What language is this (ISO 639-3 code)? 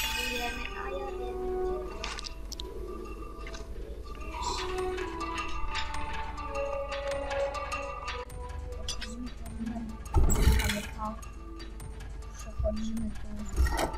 pol